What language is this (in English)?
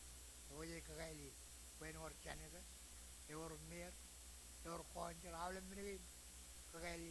Marshallese